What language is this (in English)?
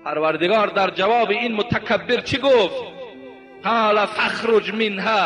Tajik